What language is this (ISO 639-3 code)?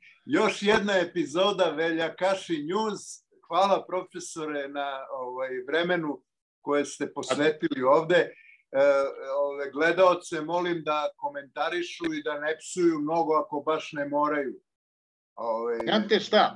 srp